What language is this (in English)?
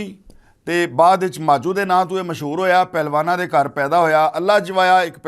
Western Panjabi